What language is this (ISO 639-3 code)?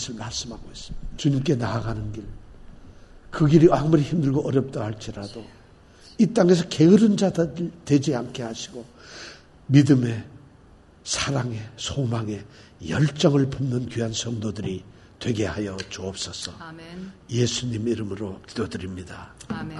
kor